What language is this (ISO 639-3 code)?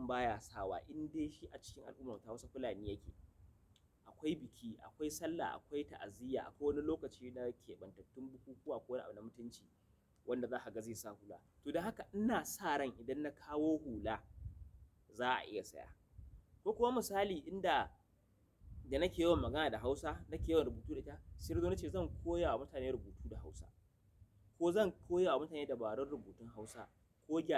hau